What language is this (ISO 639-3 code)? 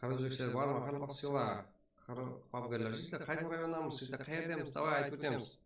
kaa